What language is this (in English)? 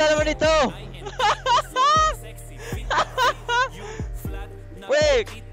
Filipino